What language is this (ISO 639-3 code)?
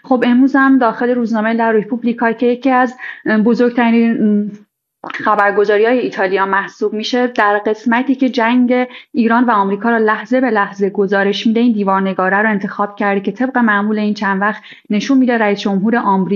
fas